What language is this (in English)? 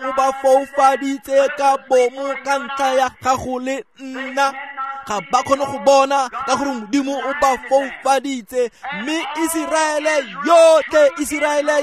Tswana